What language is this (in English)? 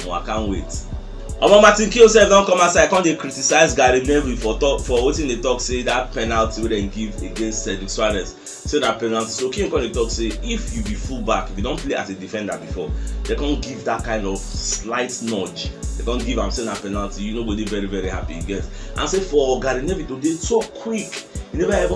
Nigerian Pidgin